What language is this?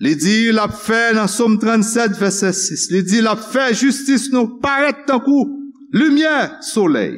Haitian Creole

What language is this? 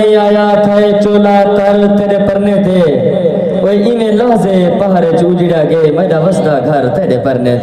Saraiki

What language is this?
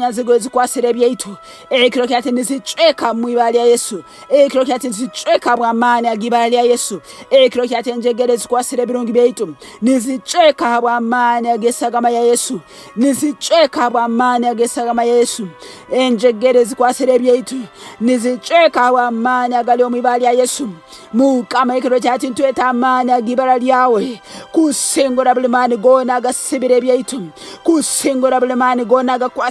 Nyankole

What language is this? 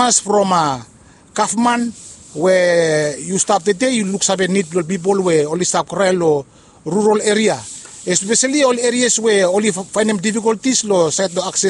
Bislama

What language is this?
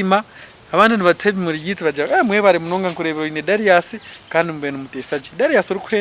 Nyankole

